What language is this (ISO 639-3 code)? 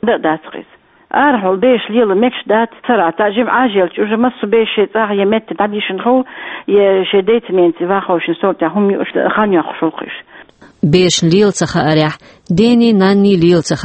che